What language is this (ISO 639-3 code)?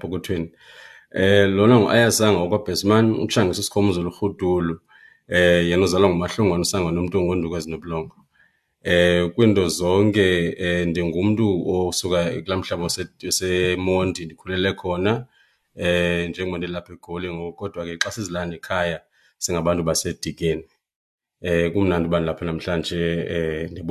xho